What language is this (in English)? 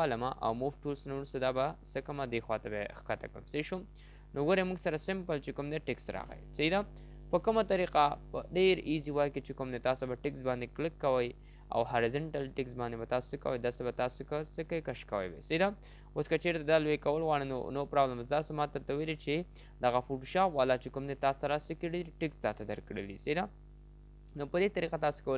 Pashto